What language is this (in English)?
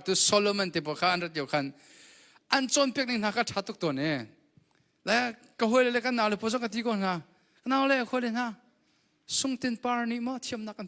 Hakha Chin